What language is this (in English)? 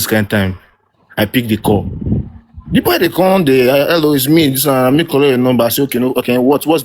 Nigerian Pidgin